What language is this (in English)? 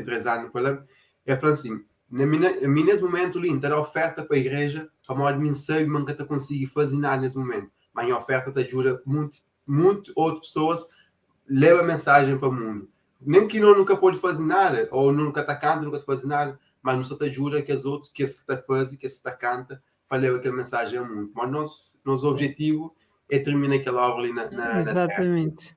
Kabuverdianu